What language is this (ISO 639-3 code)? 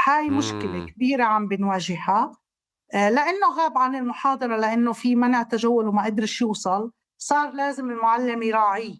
apc